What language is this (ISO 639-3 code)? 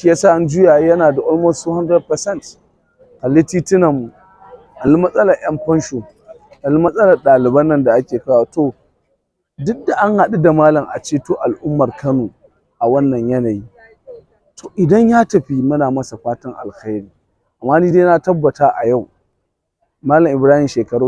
hau